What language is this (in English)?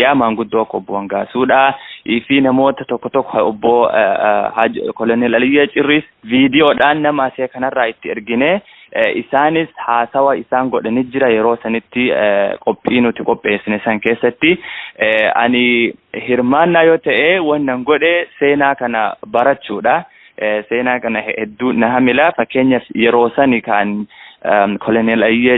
Oromo